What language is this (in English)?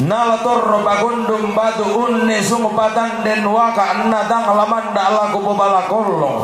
Toraja-Sa'dan